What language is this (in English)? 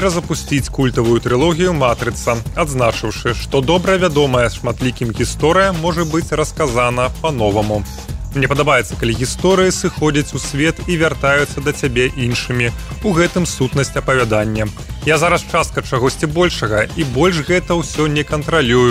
Belarusian